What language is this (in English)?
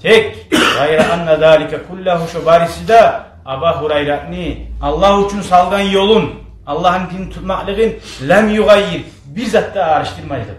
Kumyk